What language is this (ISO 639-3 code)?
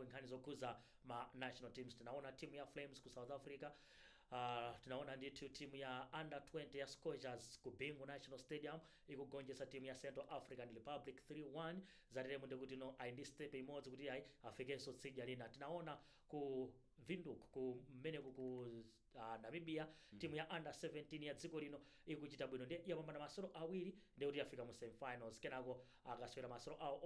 nya